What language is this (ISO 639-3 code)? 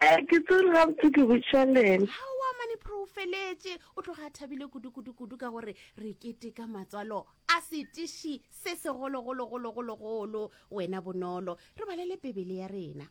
nso